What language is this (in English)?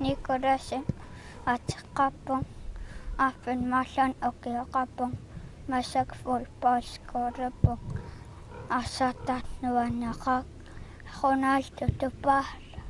Kalaallisut